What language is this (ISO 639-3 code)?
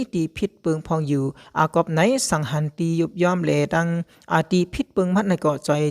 shn